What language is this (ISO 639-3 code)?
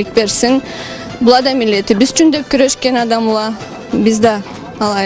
krc